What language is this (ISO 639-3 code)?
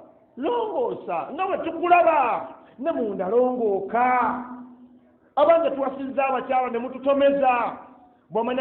lug